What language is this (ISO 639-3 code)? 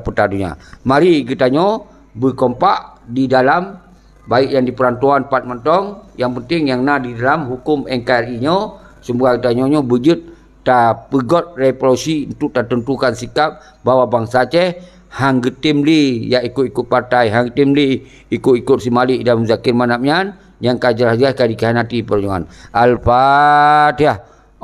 ace